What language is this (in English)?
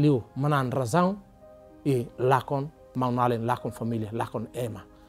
Tetum